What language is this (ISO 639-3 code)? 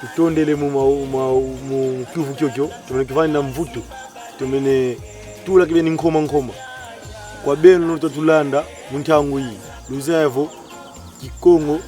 kon